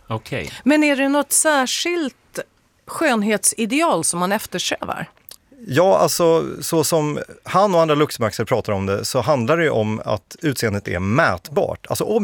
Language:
Swedish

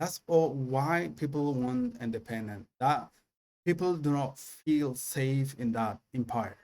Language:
English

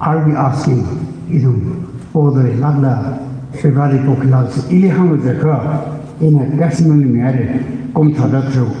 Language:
Tangkhul Naga (India)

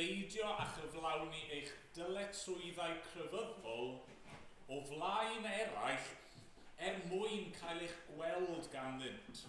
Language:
Welsh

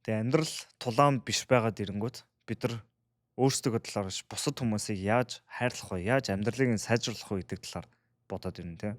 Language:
Mongolian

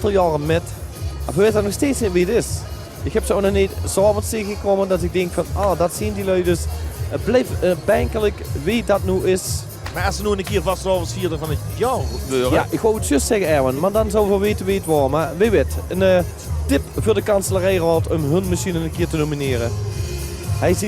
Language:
Limburgish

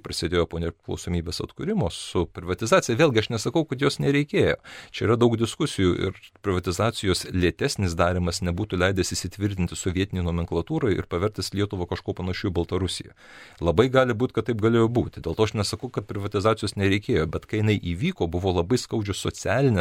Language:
Lithuanian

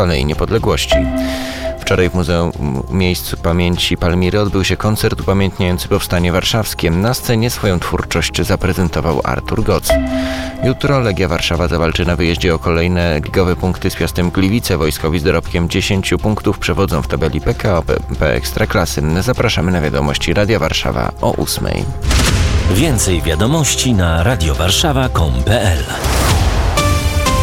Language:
Polish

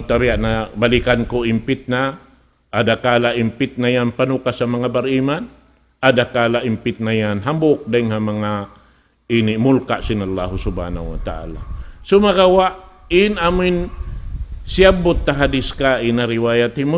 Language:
Tausug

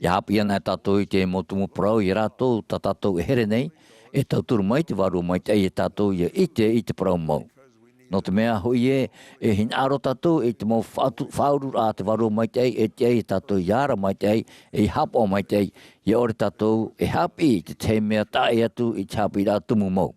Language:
Tahitian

